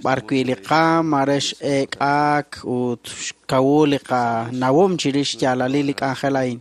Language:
Kekchí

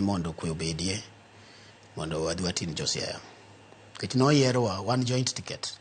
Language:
Luo (Kenya and Tanzania)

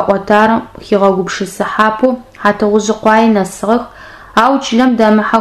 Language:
Adyghe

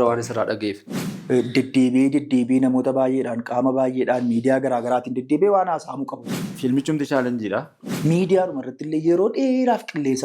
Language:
Oromo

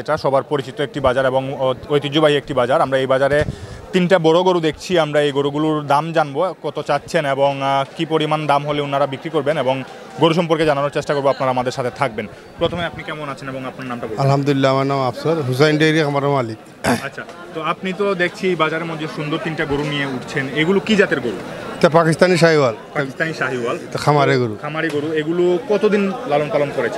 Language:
Bangla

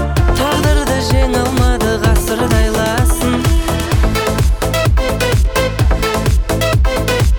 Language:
Kazakh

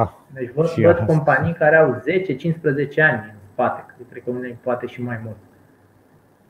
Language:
Romanian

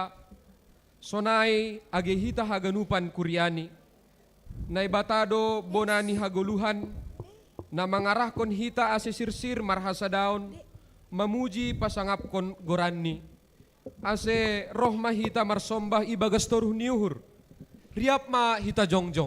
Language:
Batak Simalungun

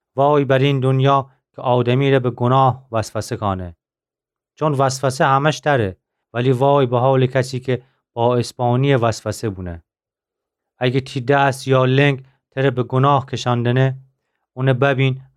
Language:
Gilaki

